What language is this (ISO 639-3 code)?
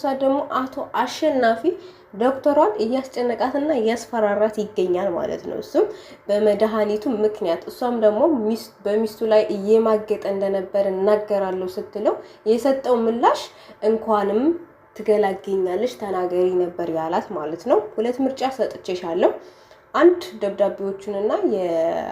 amh